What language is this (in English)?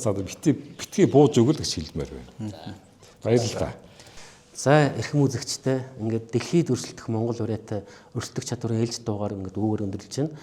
Mongolian